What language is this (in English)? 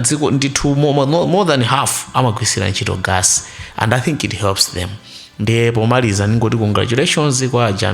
Nyanja